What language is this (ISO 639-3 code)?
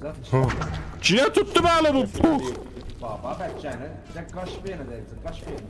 azb